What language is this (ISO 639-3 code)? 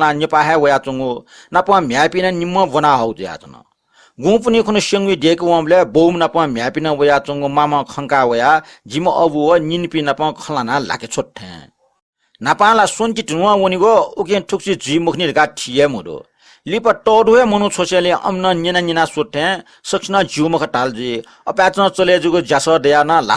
new